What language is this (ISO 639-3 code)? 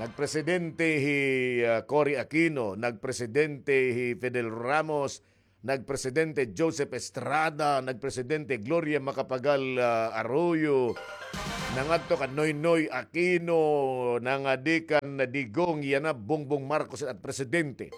war